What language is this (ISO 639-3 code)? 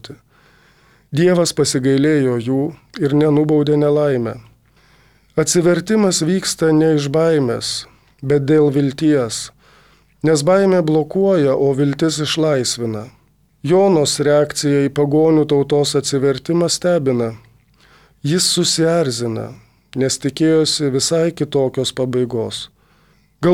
lit